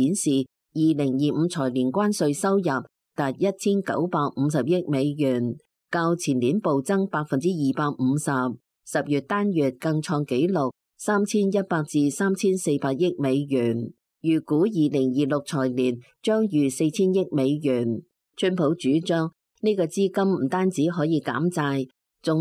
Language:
Cantonese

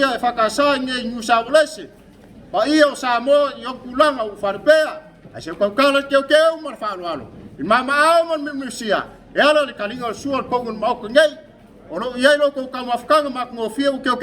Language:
Samoan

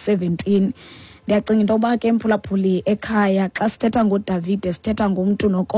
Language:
Xhosa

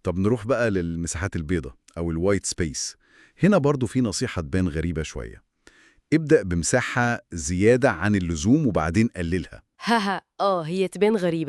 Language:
Egyptian Arabic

